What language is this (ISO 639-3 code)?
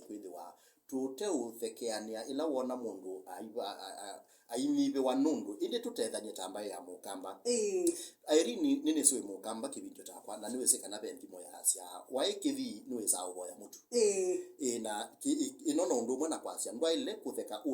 kam